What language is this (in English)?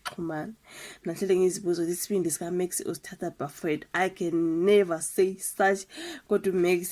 Zulu